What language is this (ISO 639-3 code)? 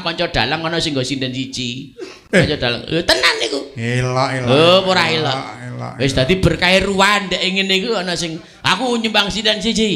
jav